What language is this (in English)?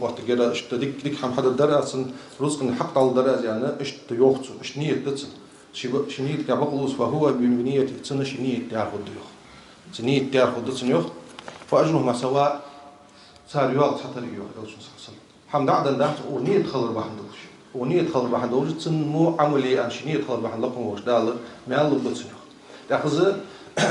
Ingush